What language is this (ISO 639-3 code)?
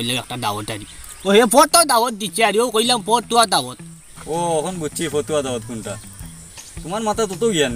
syl